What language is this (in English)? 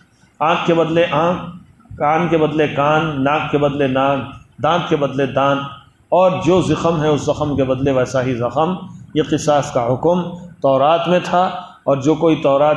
Urdu